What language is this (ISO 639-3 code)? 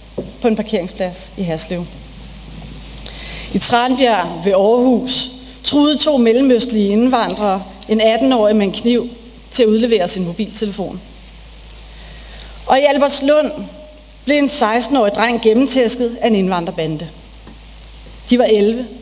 dan